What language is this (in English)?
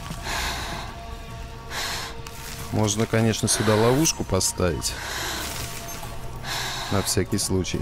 Russian